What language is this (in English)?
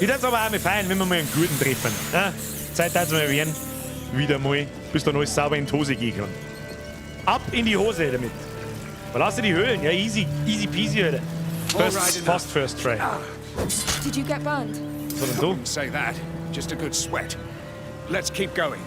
Bavarian